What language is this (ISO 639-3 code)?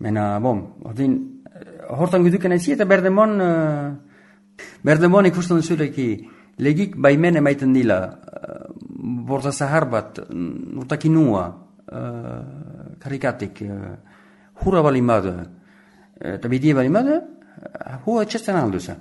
eus